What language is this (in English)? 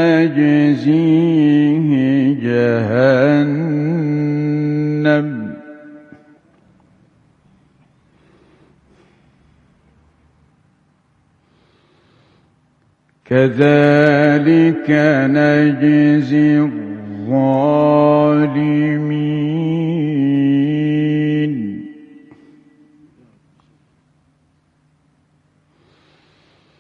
Arabic